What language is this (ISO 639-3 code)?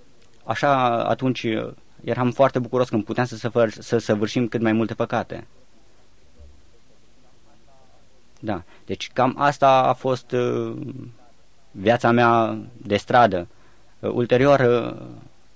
ron